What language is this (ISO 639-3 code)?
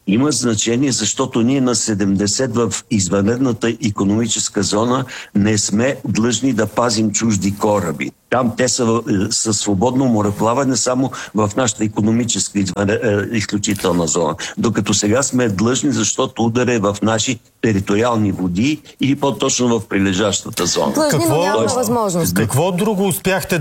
bul